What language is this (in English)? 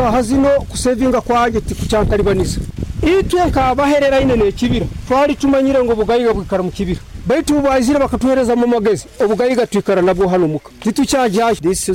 Nyoro